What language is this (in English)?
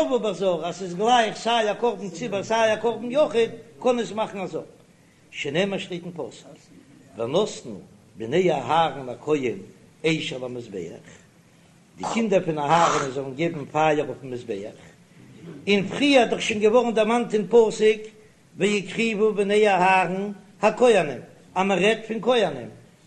Yiddish